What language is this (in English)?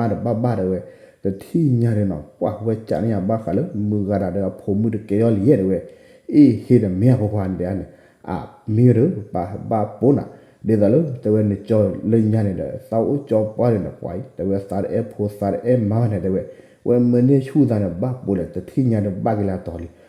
S'gaw Karen